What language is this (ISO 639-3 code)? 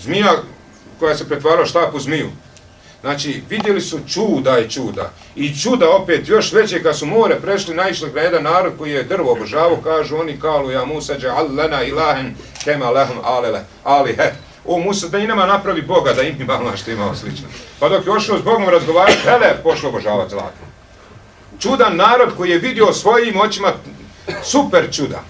bos